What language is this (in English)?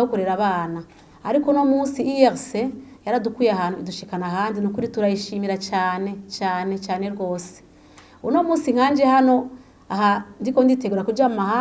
Rundi